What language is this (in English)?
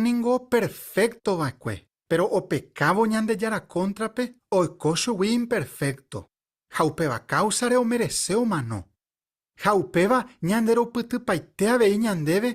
Guarani